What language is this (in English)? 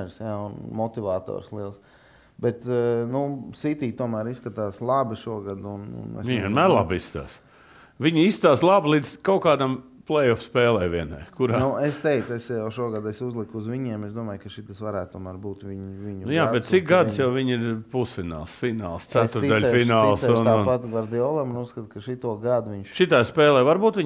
Latvian